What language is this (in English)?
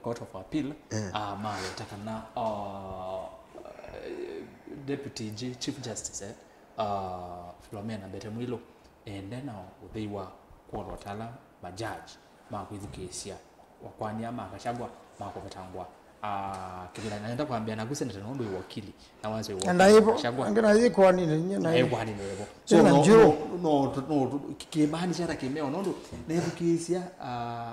Kamba